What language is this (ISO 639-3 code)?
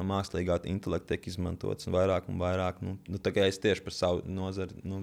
lav